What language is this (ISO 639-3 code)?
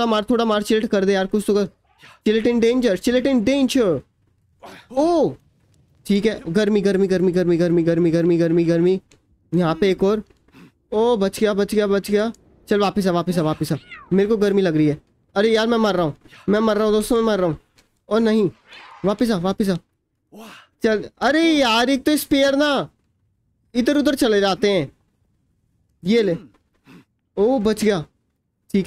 hin